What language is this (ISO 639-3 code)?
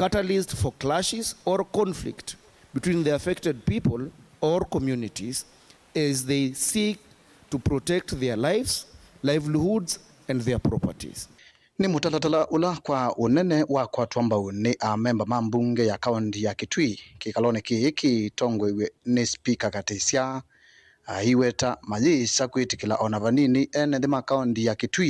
kam